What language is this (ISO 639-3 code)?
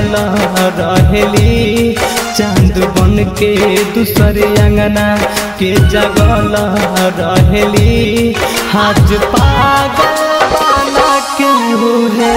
bho